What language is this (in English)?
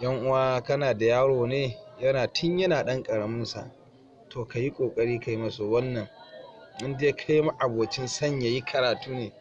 Hausa